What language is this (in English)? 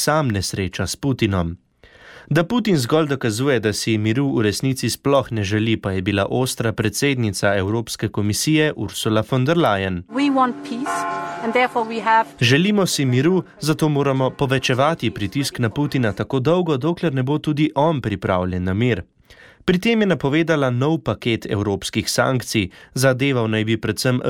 Slovenian